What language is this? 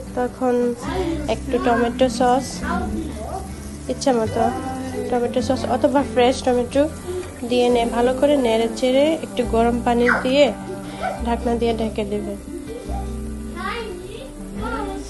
Bangla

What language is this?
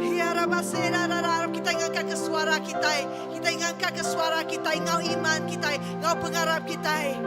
Iban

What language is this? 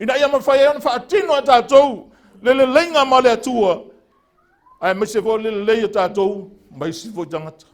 Samoan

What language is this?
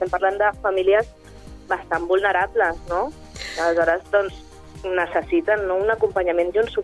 Catalan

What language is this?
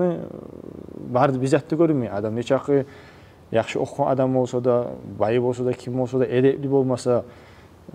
Kumyk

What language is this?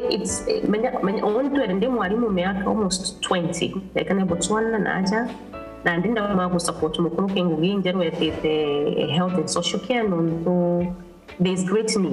Meru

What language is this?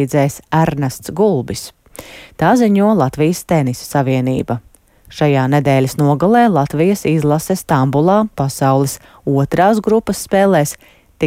Latvian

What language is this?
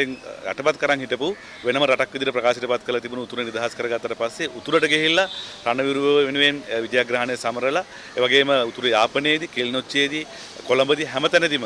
Sinhala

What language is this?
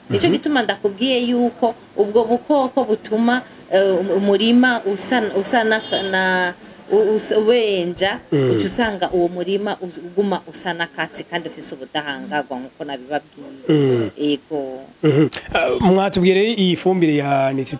Rundi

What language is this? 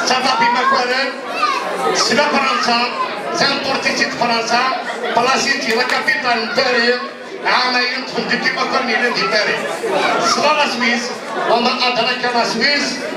Kabyle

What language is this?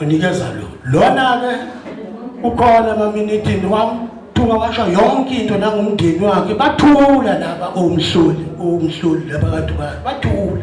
Zulu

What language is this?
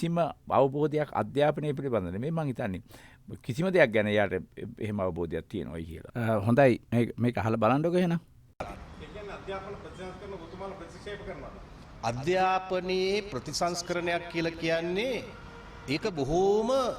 Sinhala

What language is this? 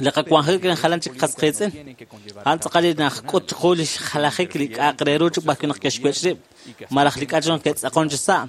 Kekchí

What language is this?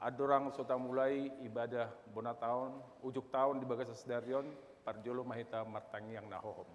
Batak Toba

